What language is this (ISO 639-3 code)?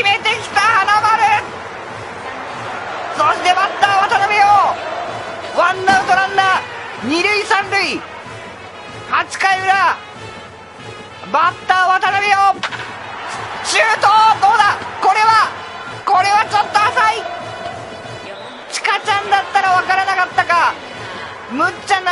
jpn